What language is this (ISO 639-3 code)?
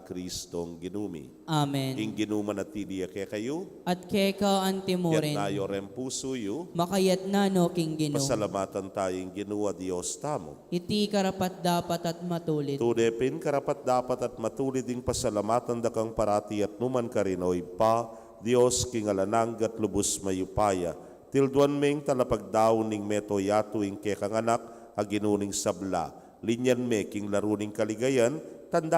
pam